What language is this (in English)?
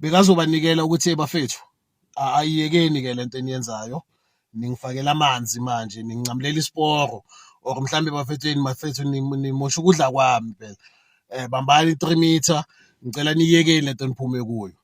Zulu